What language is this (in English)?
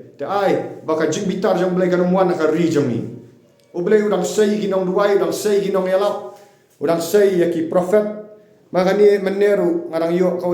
Khasi